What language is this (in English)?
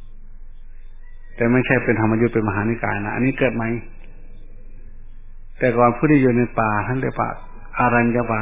Thai